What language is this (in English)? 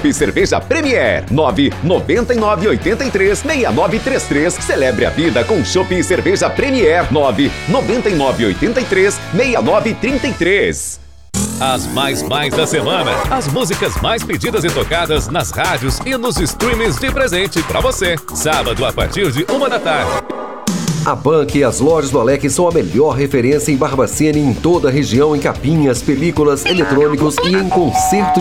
Portuguese